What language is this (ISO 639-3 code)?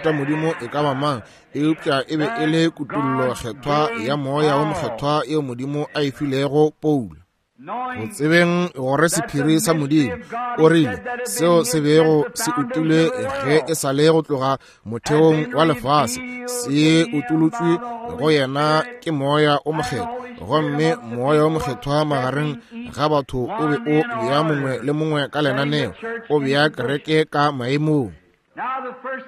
nso